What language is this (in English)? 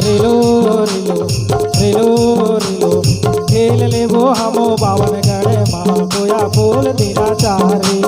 Chhattisgarhi